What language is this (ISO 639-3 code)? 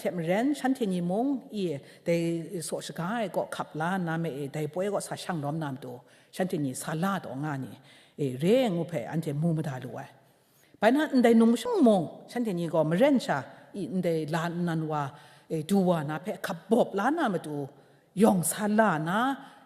kac